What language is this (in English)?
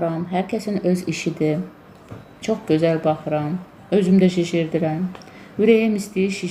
Azerbaijani